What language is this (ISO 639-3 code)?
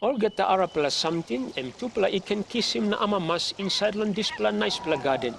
tpi